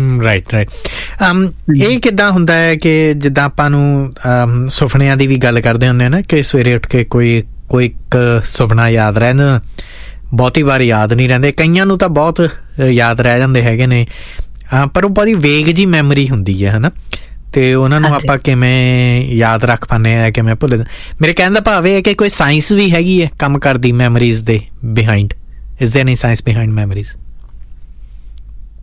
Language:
Punjabi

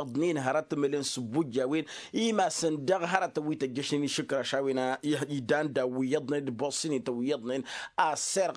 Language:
Tamasheq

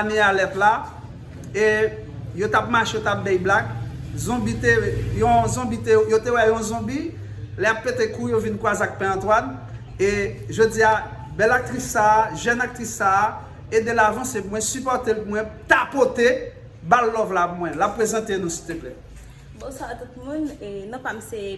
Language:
Haitian Creole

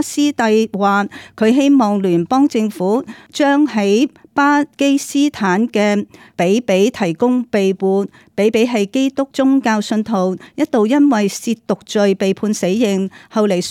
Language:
Cantonese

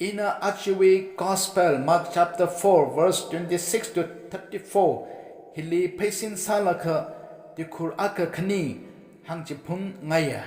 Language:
Tangkhul Naga (India)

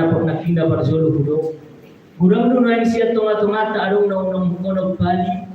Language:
Batak Toba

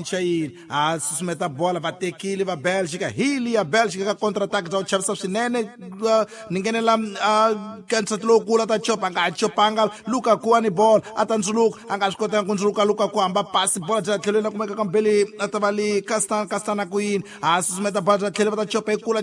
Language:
Tsonga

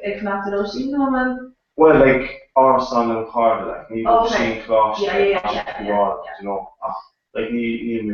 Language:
Irish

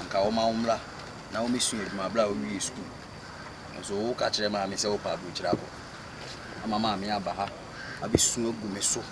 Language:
Akan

